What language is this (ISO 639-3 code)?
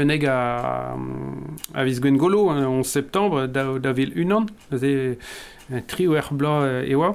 bre